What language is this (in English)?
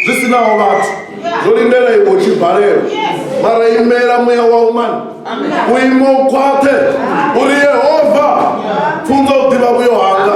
Venda